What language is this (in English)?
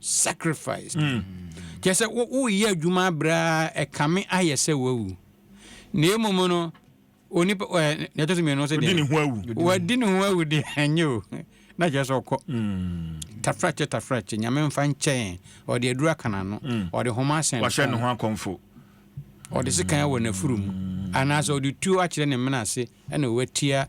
Akan